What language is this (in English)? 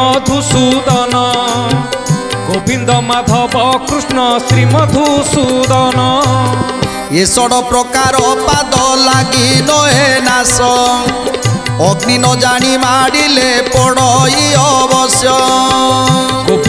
Odia